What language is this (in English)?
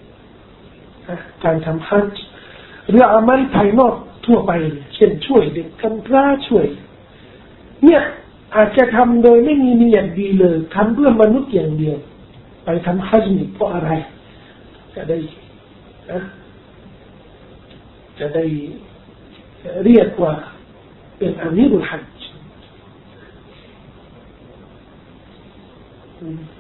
Thai